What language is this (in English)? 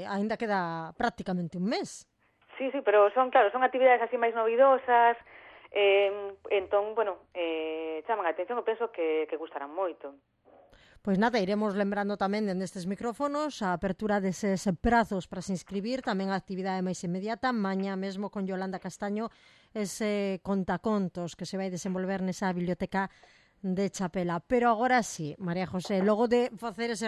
Galician